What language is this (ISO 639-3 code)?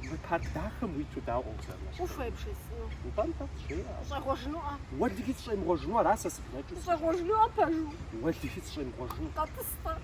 kbd